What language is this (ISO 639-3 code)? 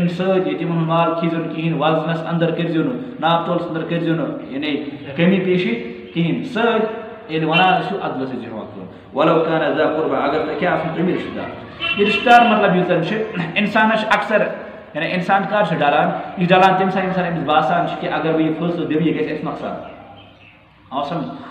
kas